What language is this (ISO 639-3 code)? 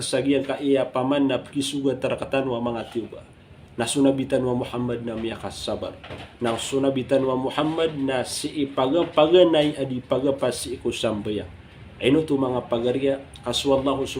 mrw